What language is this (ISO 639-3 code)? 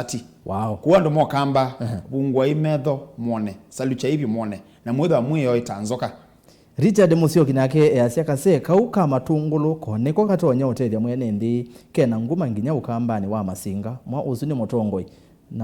kam